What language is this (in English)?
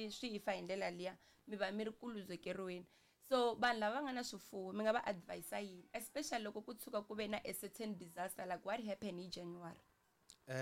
Tsonga